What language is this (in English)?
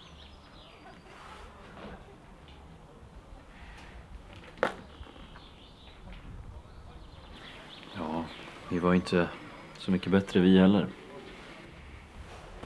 Swedish